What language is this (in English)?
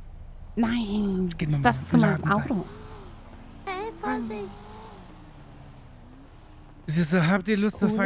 German